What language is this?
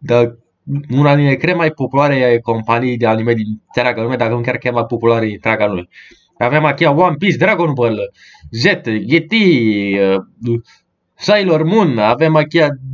Romanian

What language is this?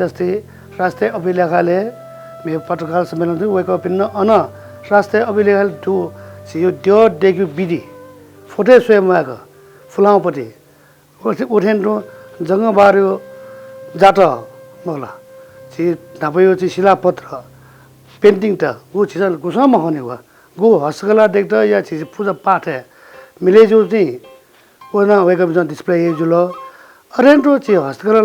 Newari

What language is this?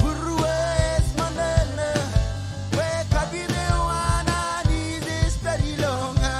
Marshallese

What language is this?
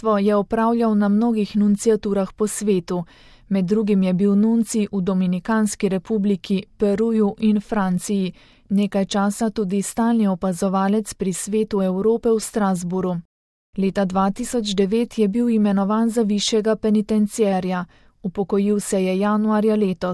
Slovenian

